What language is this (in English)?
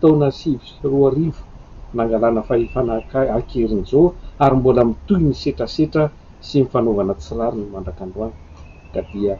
Malagasy